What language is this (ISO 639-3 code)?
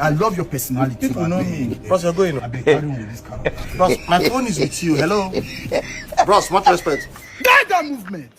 pcm